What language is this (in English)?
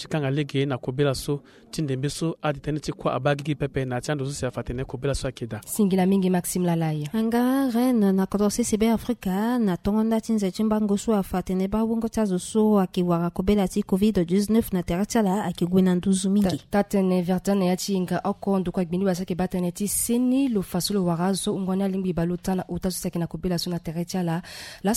Sango